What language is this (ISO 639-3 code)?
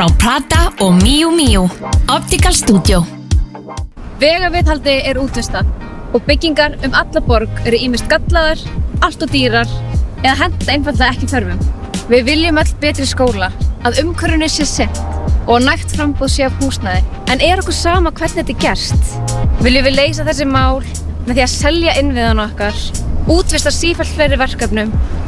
isl